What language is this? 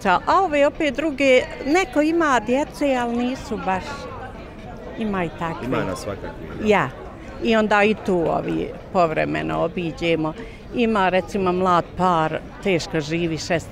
Bosnian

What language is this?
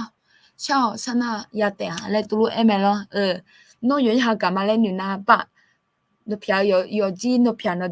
Akha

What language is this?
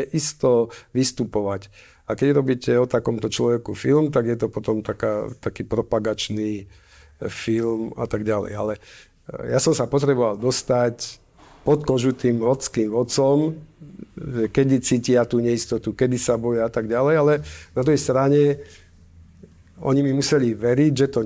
Slovak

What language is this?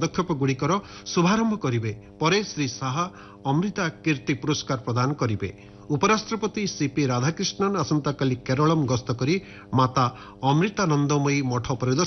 Odia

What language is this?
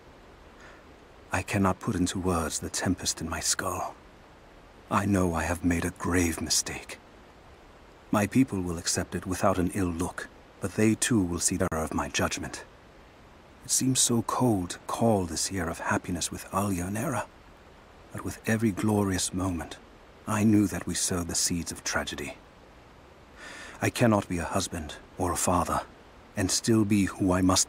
English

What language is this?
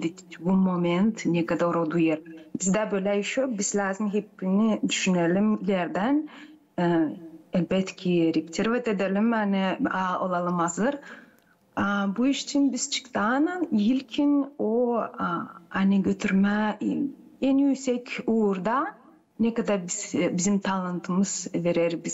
Gagauz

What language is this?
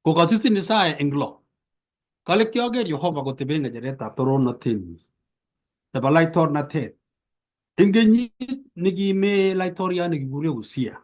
Kalenjin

